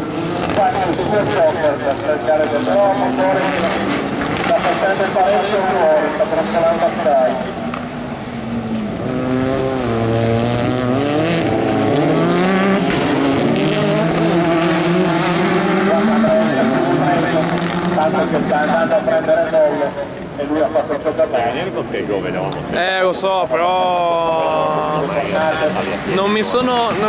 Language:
Italian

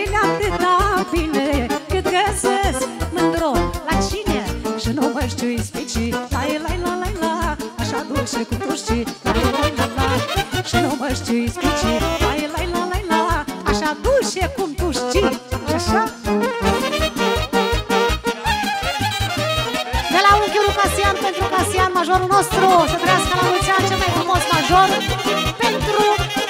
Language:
Romanian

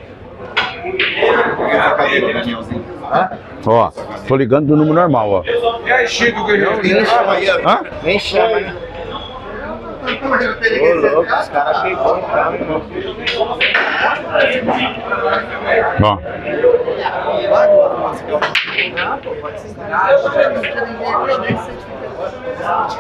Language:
Portuguese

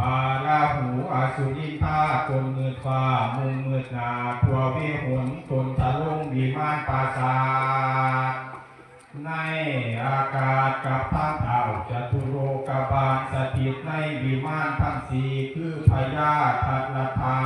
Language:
Lao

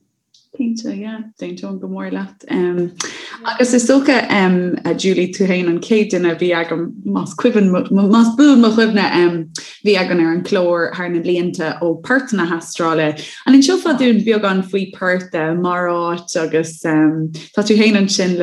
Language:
Irish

